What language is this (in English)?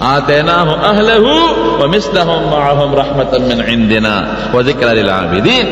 Pashto